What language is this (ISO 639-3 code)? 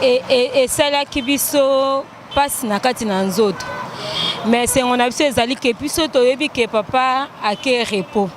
lin